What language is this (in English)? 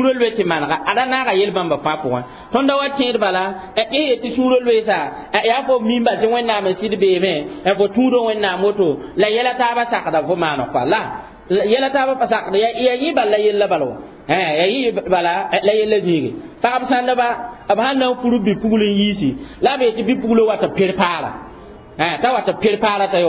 Mossi